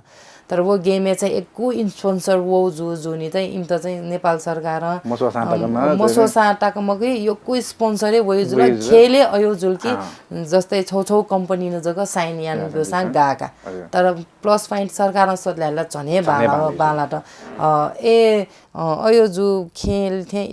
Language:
Newari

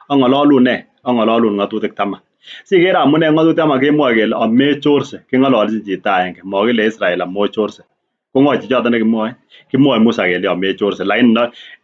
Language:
Kalenjin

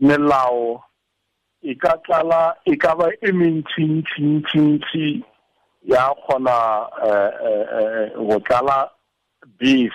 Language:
Tswana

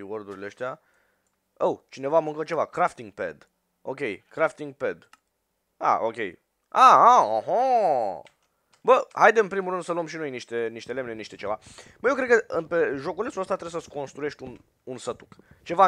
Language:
Romanian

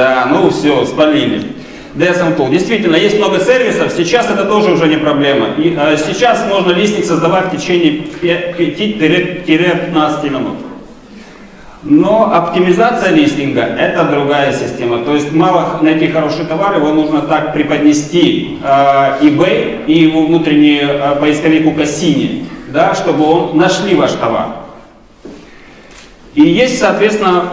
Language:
Russian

